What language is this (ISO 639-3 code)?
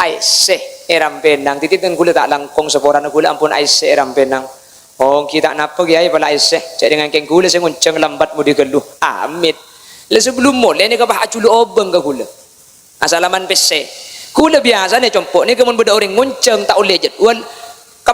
mad